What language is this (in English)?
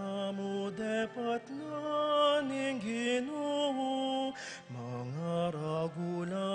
Pampanga